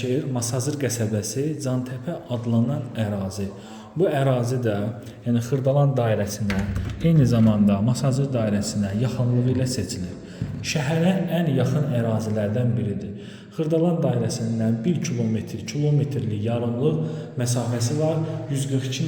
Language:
Azerbaijani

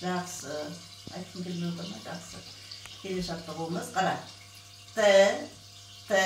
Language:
Kazakh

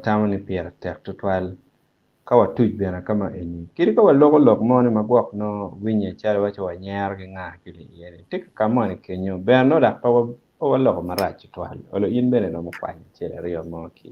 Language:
Acoli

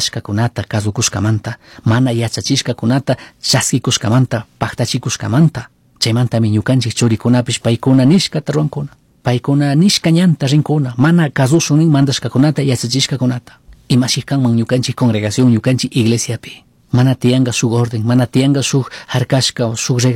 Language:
Chimborazo Highland Quichua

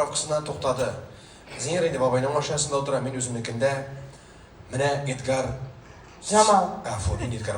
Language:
Bashkir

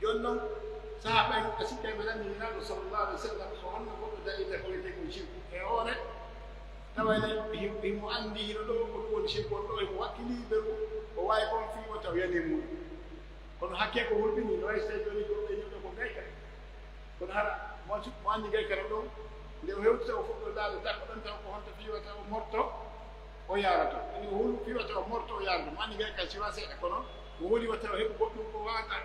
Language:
Pular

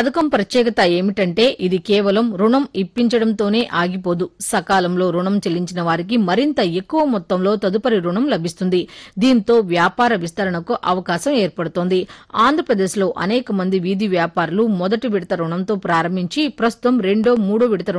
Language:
Telugu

